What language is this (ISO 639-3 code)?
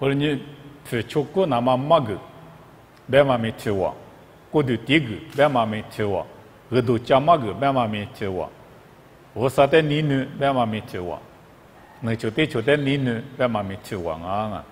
lis